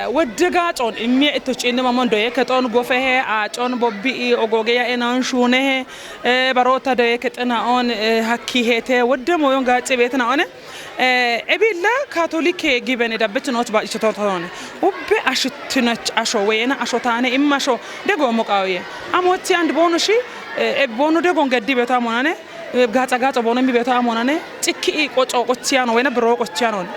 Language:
Kafa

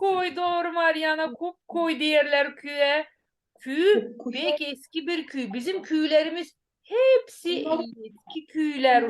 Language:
Gagauz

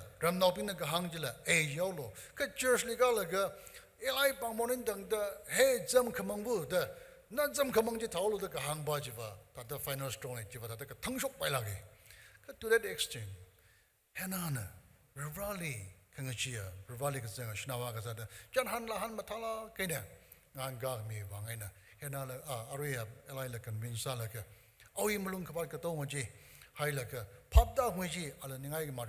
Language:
Tangkhul Naga (India)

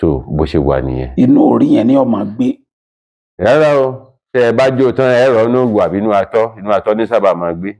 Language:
Yoruba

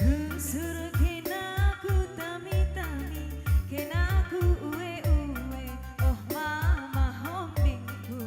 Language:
Batak Karo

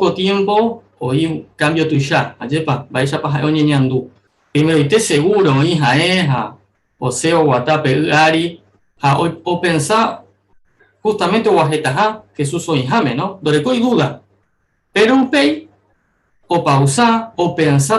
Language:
Guarani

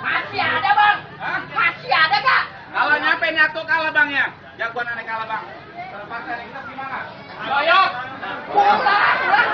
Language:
Betawi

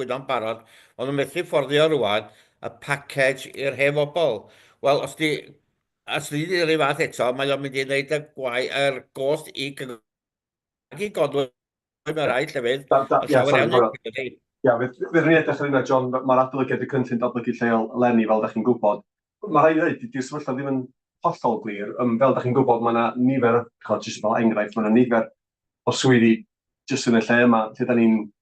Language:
Welsh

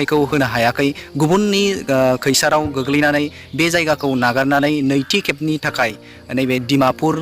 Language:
Bodo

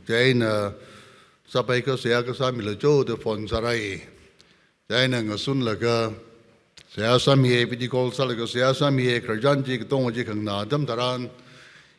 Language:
Tangkhul Naga (India)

